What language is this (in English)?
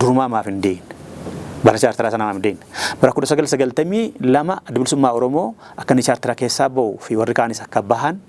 Oromo